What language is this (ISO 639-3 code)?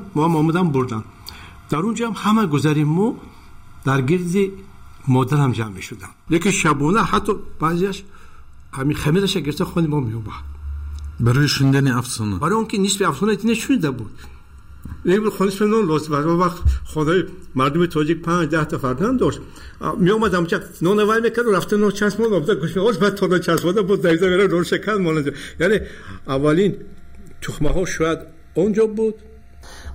tgk